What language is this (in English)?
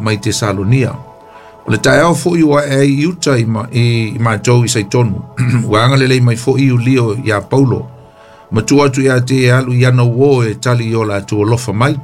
Samoan